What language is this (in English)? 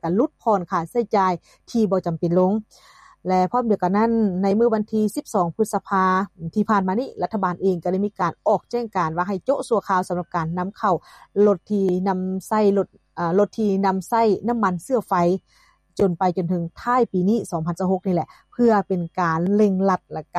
Lao